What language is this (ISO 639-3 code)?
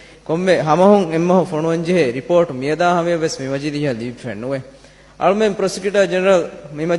div